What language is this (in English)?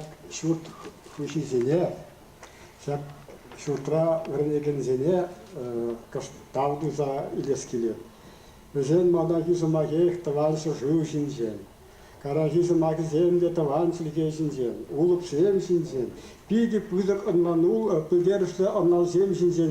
Chuvash